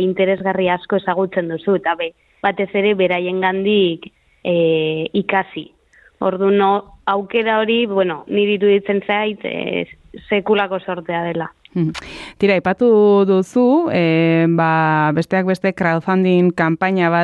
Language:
Basque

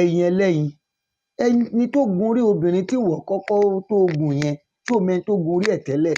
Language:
Yoruba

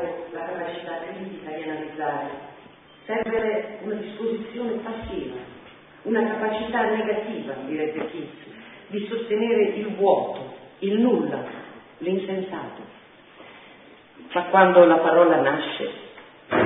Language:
Italian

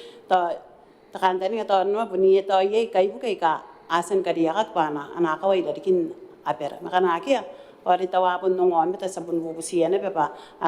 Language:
Gilbertese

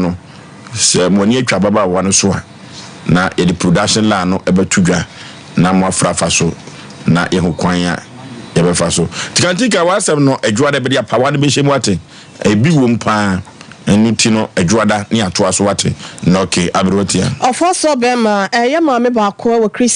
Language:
Akan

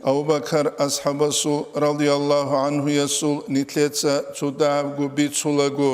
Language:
Avaric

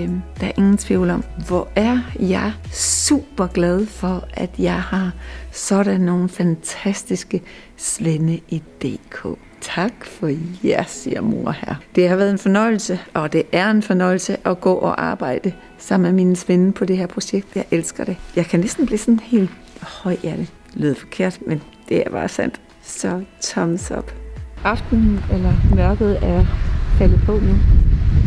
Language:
Danish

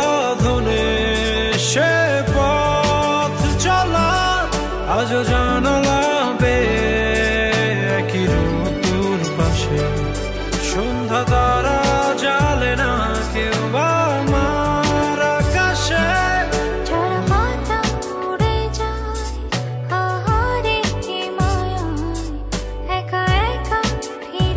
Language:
Bangla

